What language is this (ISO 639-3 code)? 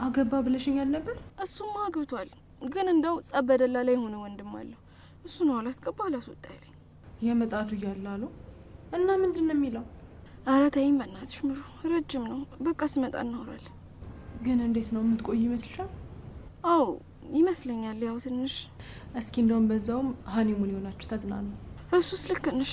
amh